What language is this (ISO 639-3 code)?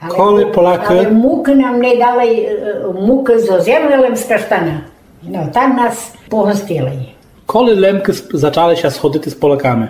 rue